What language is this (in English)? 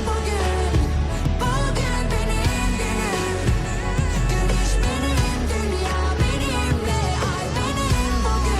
Kara-Kalpak